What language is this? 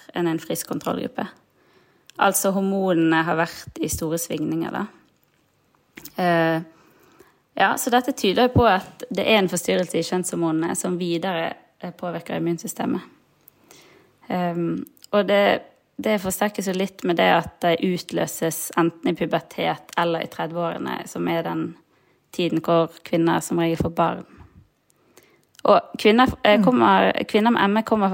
Norwegian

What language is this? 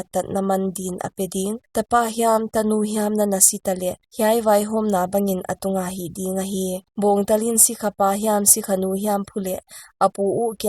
Paite Chin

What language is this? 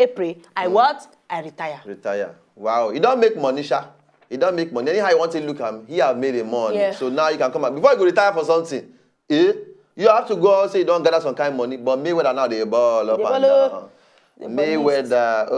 Nigerian Pidgin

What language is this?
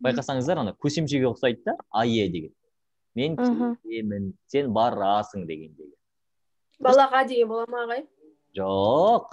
Kazakh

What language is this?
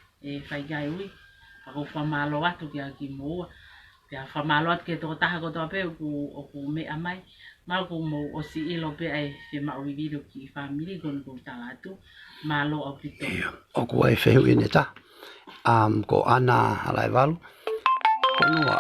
Tongan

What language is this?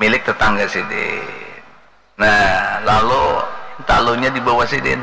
Banjar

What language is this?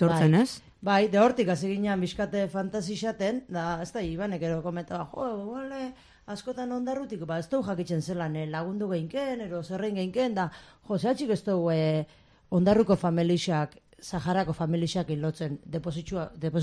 Basque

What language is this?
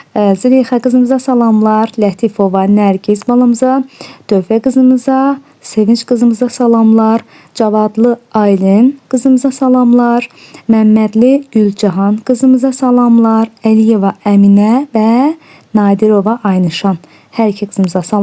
Azerbaijani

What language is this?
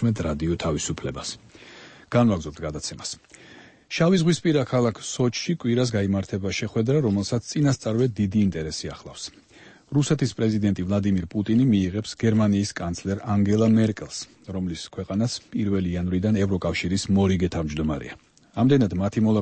Georgian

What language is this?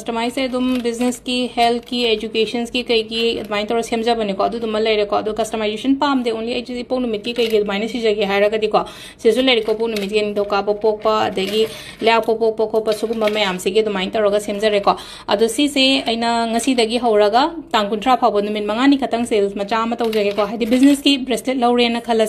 Manipuri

